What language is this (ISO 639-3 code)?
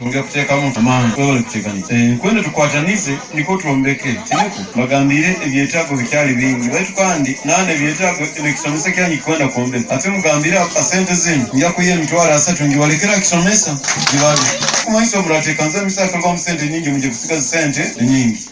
nyo